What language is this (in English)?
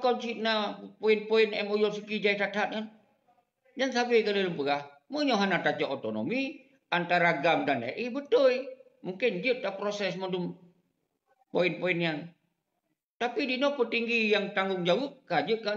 Achinese